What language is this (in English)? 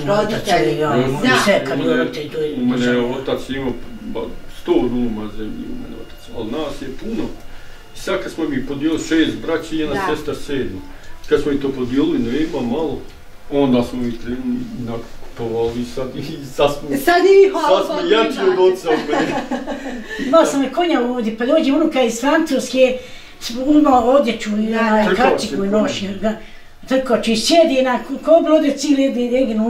Bosnian